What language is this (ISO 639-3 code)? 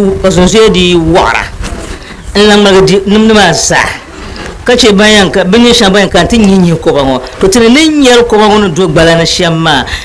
dag